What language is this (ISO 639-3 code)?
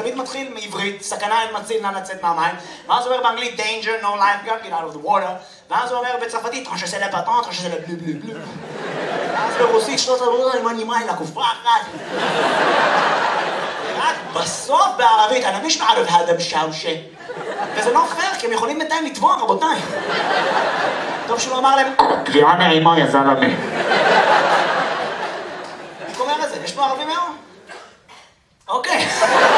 heb